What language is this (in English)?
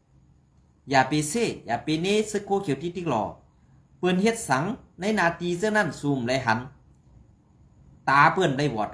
Shan